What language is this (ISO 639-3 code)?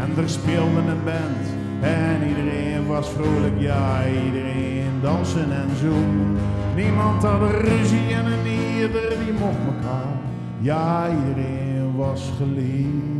zea